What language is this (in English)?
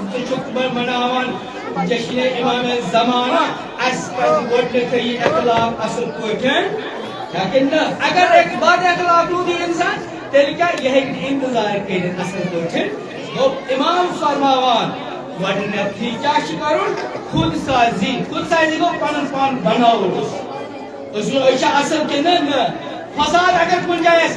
Kashmiri